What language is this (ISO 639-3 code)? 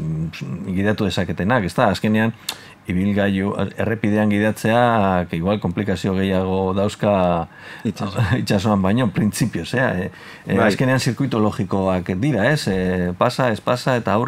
eus